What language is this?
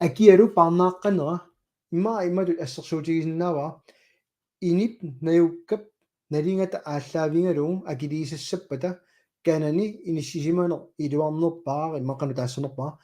Kalaallisut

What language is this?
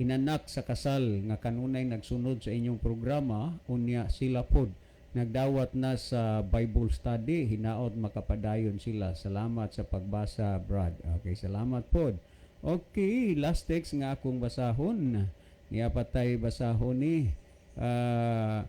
Cebuano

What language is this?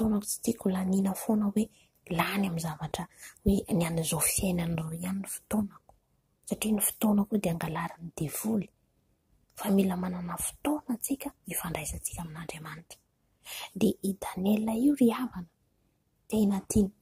Malagasy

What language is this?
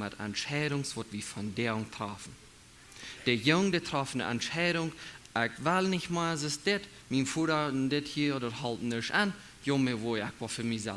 Plautdietsch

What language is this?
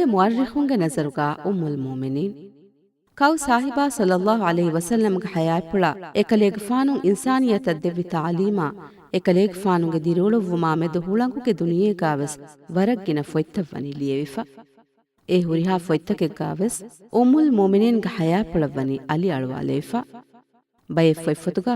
Divehi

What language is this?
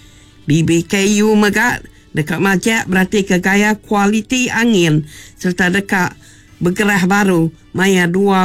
Iban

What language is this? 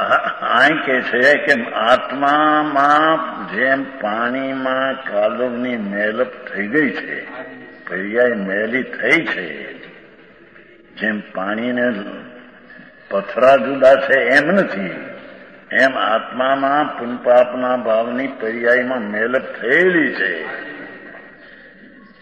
Gujarati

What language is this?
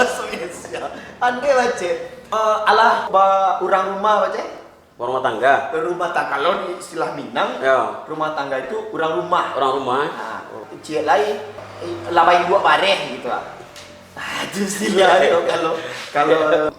Minangkabau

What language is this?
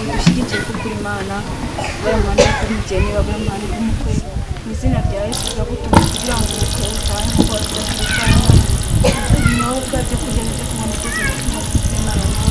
Kinyarwanda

